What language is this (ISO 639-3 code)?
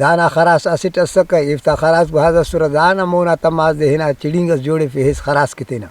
brh